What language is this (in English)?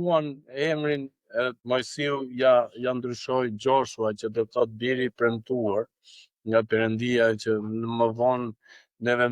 Albanian